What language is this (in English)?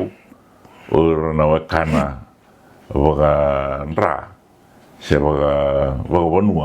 Fijian